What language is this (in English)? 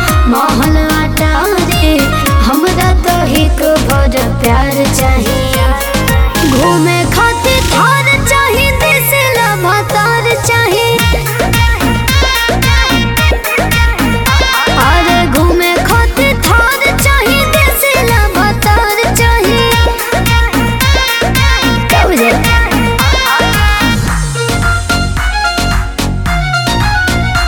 Bhojpuri